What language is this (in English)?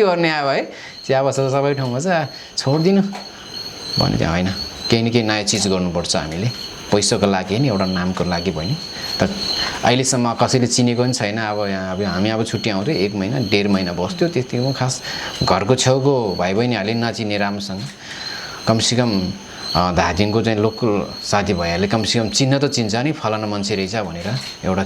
Nepali